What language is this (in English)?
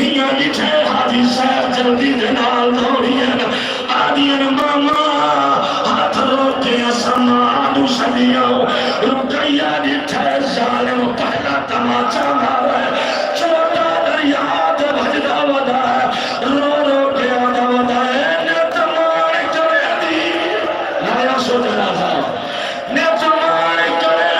Saraiki